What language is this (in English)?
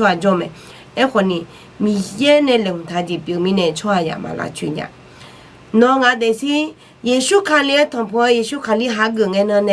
Akha